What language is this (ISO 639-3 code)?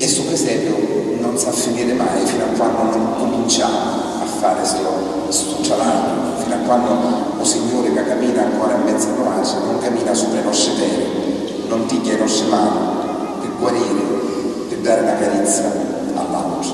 scn